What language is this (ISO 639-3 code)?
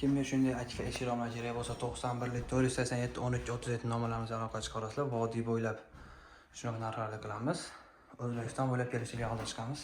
uzb